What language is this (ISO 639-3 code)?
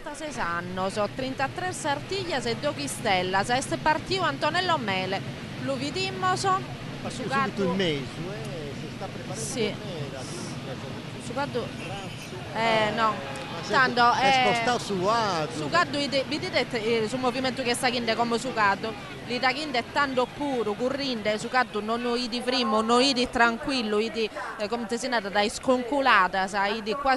srd